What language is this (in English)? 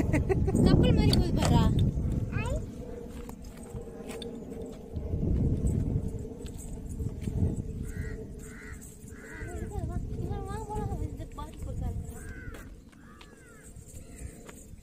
Tamil